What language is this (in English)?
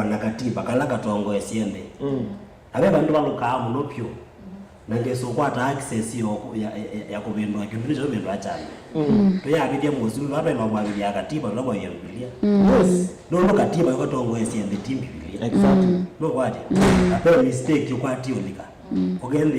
Kamba